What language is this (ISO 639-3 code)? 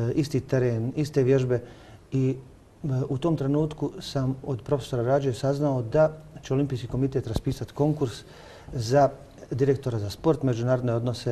bos